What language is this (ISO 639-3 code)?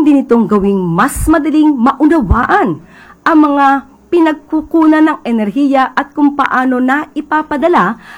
fil